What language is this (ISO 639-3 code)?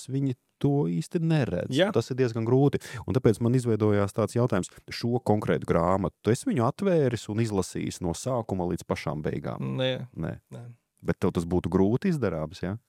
lav